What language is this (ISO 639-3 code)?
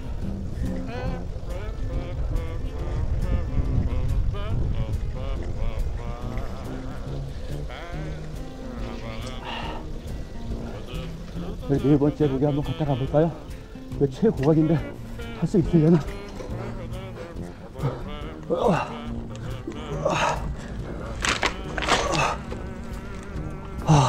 kor